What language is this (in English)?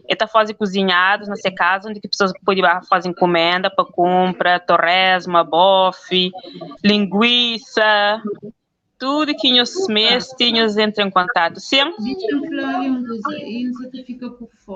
Kabuverdianu